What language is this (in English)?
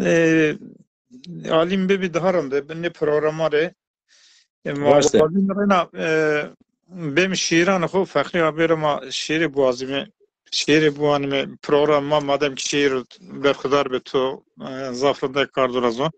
Zaza